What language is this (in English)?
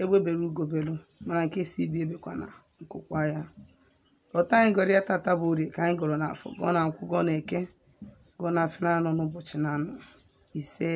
Igbo